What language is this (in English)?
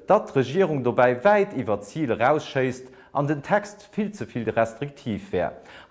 Luxembourgish